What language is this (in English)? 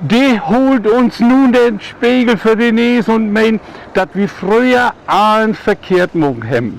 Low German